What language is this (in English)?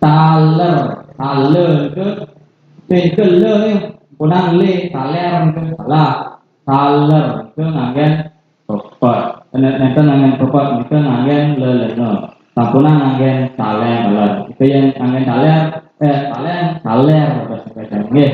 Balinese